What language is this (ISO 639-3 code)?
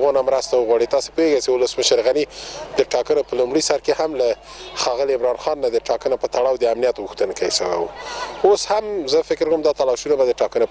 pus